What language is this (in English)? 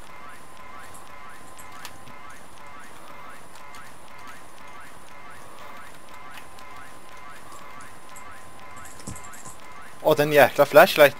Norwegian